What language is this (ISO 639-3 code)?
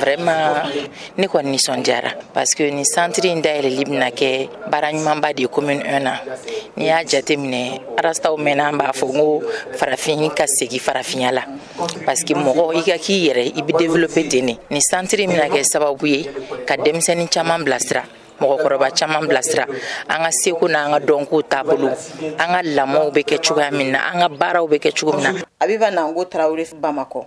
bam